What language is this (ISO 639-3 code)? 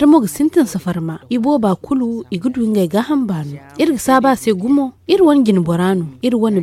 dje